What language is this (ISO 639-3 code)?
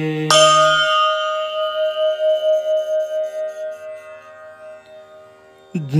mar